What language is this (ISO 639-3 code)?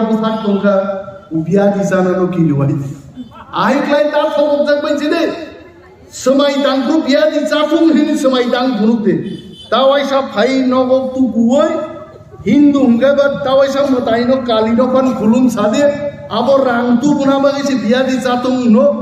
trp